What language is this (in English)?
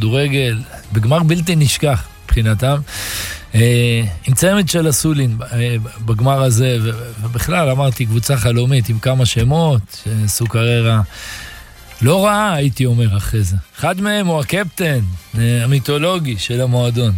Hebrew